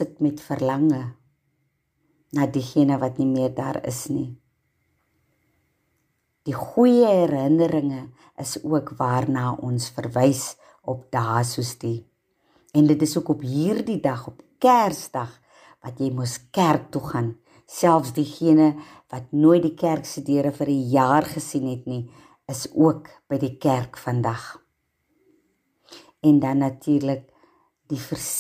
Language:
Afrikaans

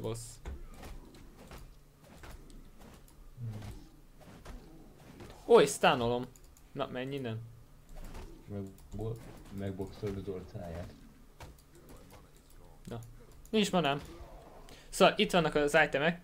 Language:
Hungarian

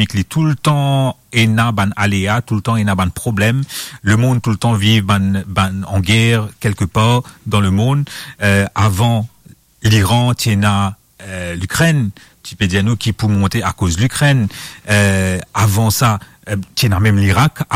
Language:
Morisyen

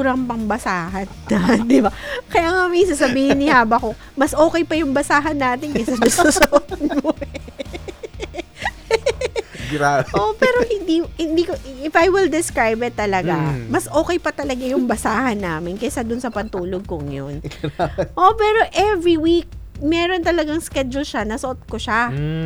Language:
Filipino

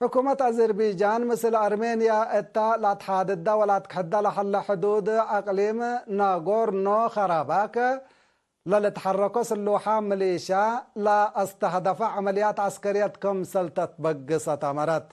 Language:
Tigre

